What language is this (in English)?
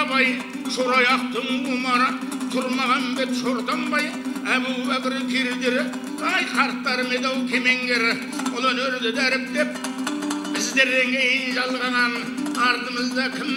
Kazakh